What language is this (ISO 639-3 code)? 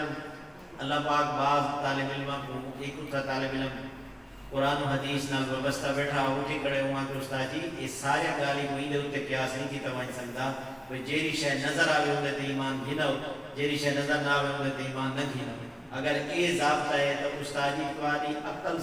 skr